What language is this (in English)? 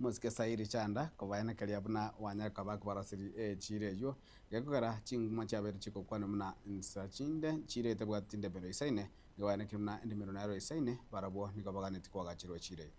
Gusii